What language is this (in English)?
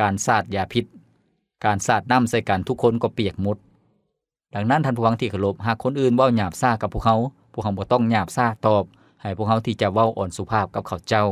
Lao